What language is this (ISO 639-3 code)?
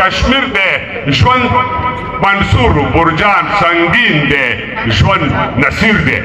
pus